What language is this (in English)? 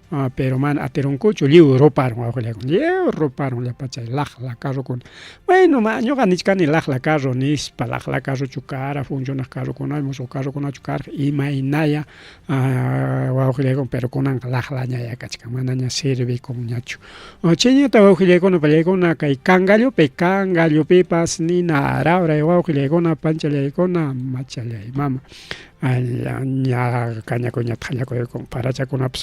Ayacucho Quechua